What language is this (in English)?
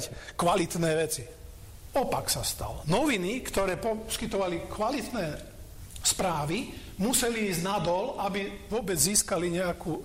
Slovak